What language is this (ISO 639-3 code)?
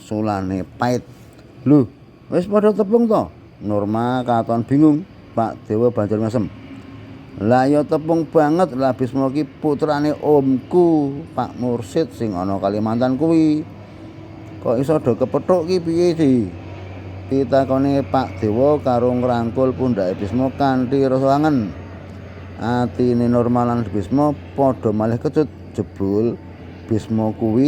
jav